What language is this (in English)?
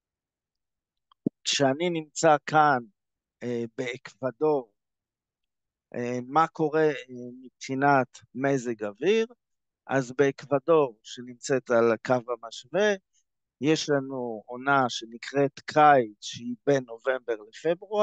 Hebrew